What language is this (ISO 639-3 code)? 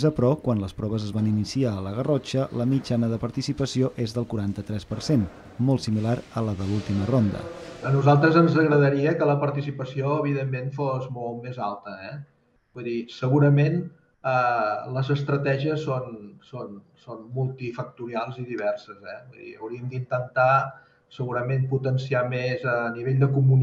cat